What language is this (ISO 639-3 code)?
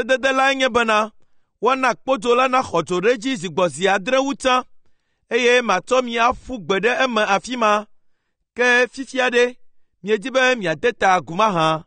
ewe